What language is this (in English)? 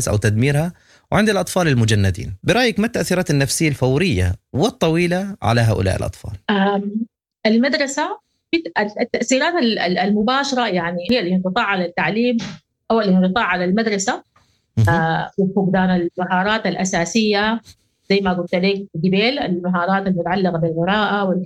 Sudanese Arabic